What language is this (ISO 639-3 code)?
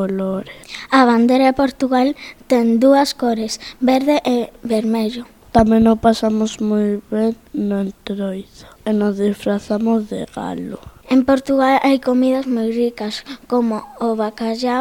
glg